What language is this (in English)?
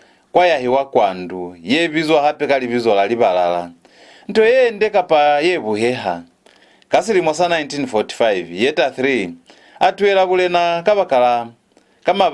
Lozi